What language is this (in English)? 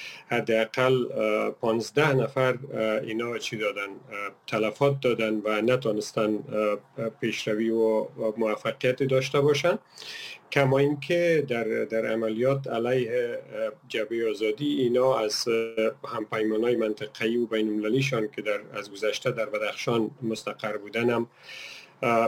Persian